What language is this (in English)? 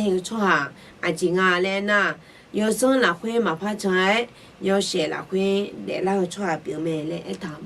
Akha